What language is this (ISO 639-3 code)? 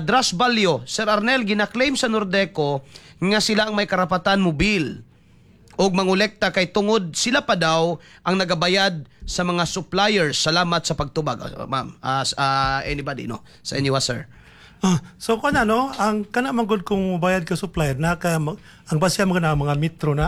ceb